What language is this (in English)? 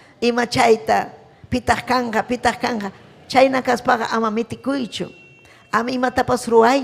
Ayacucho Quechua